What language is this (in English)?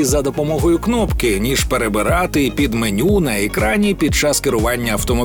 Ukrainian